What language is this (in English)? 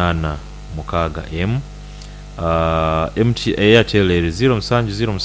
Nyoro